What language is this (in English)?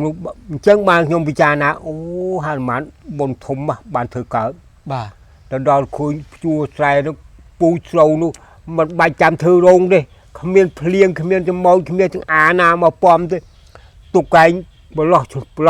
Khmer